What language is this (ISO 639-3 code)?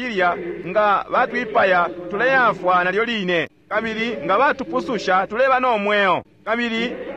bem